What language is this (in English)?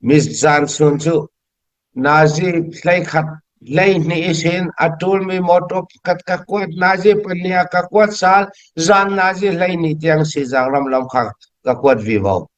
Falam Chin